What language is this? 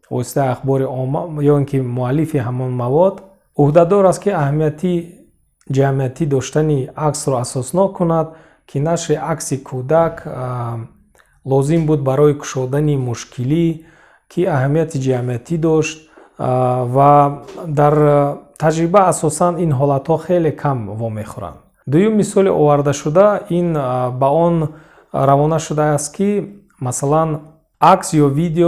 Tajik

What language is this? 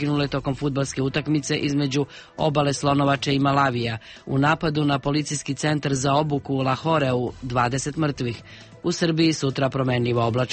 Serbian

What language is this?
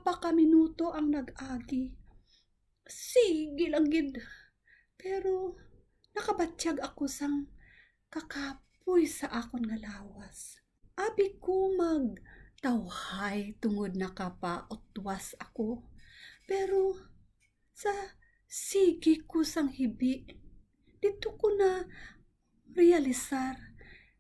Hiligaynon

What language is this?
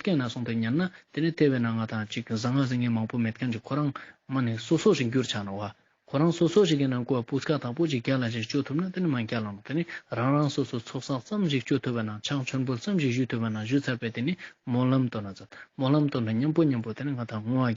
Ladakhi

